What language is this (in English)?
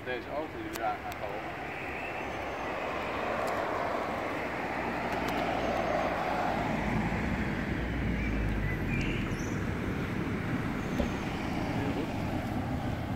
Dutch